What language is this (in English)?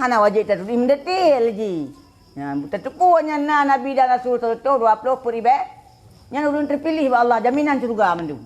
Achinese